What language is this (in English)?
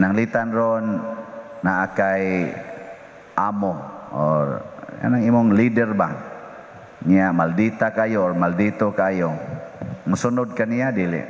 Cebuano